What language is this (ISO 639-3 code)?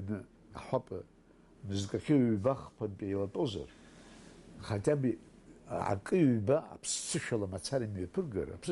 abk